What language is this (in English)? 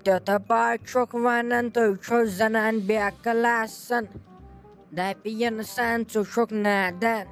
Kashmiri